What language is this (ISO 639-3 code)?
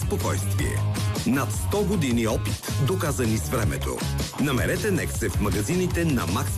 bul